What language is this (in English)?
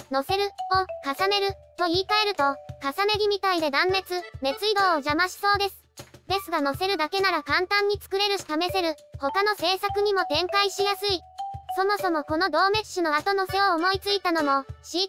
Japanese